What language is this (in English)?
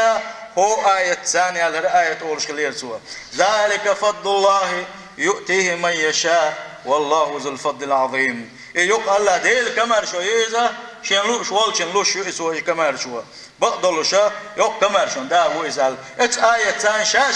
Chechen